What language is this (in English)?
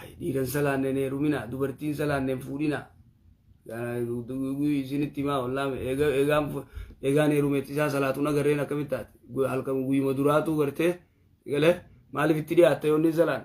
Oromo